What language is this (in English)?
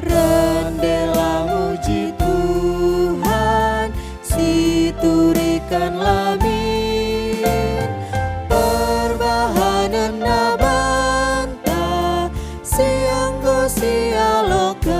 Batak Karo